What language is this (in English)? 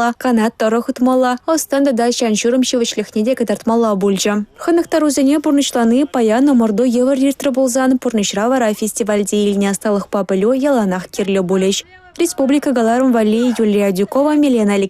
Chuvash